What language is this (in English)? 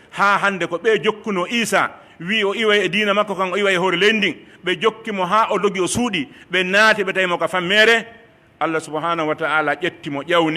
Pular